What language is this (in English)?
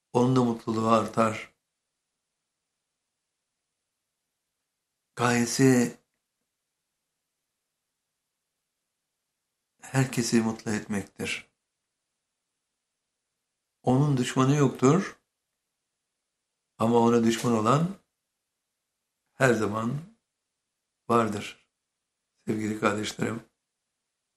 Turkish